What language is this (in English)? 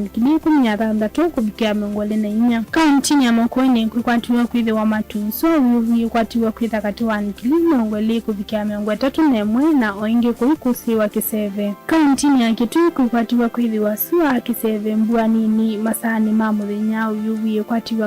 Kamba